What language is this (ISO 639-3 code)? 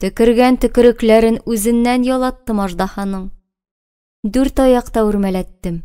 tat